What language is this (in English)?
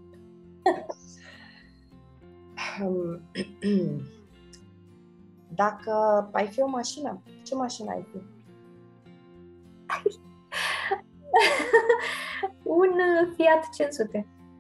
Romanian